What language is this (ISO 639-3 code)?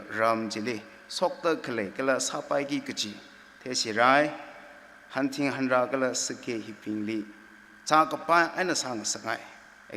nmf